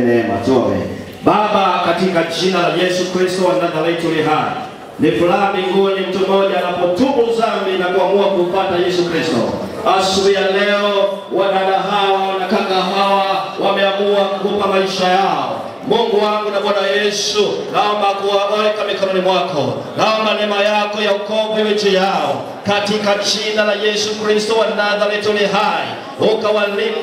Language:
Swahili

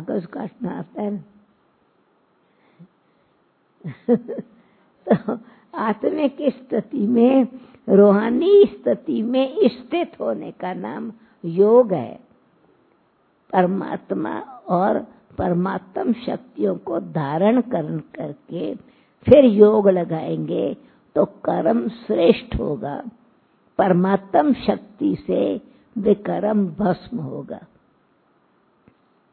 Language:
Hindi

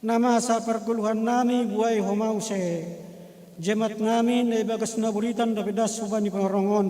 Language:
Batak Simalungun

